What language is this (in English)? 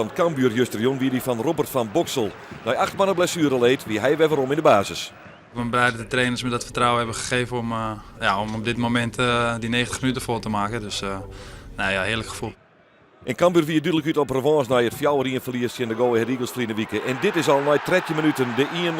Western Frisian